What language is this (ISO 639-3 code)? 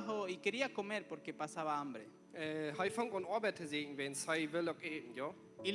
pdt